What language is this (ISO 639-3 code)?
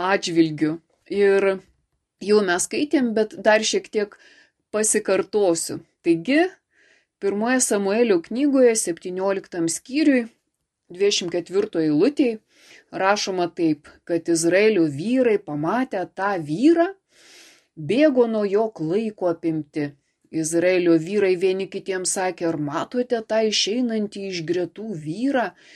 lit